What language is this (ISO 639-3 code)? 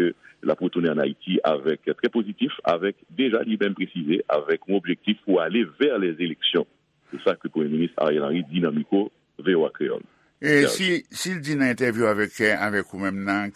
hat